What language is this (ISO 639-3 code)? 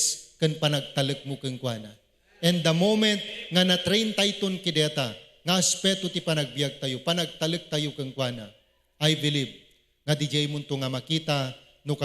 ilo